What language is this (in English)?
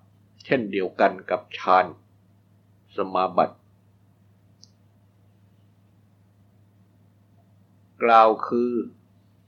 Thai